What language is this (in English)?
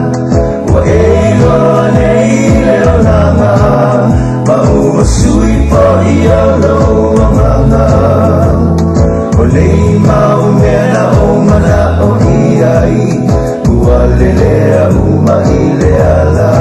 Samoan